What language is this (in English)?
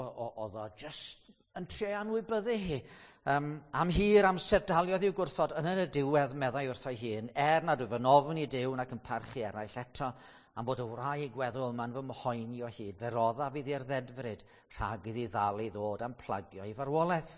Welsh